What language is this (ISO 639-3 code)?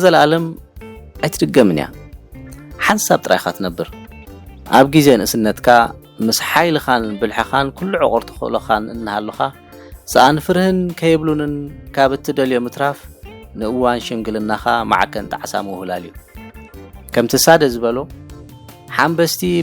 tir